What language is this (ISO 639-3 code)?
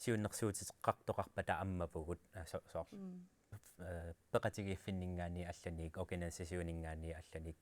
kal